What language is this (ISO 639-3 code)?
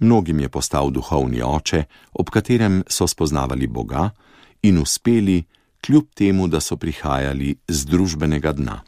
slv